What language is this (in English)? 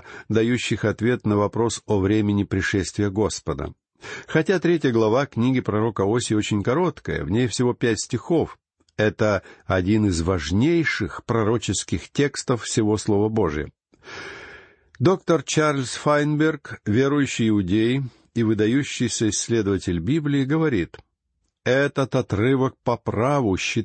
Russian